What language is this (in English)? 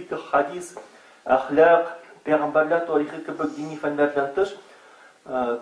Tatar